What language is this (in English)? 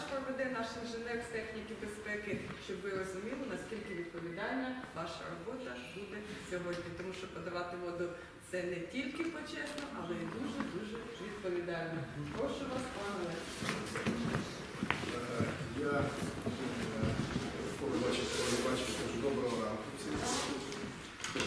Ukrainian